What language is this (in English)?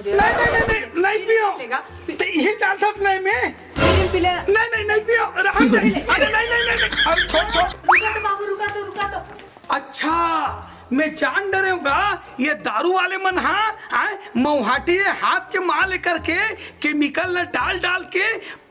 Chhattisgarhi